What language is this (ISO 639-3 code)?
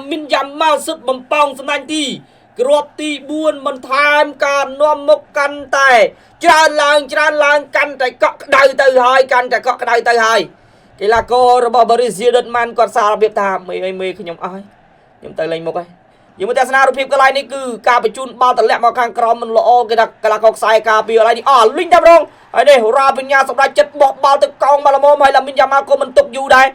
khm